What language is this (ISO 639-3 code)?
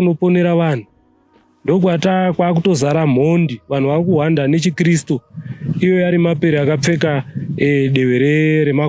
sna